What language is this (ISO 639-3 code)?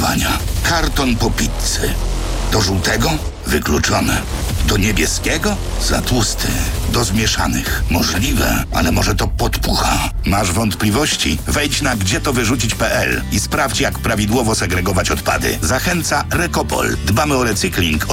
pol